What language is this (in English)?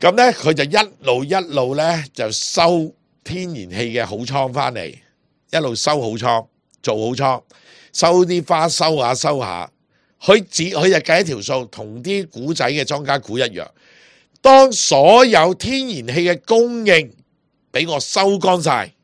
Cantonese